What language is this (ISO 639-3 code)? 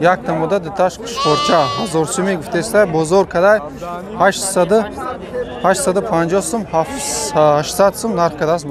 tgk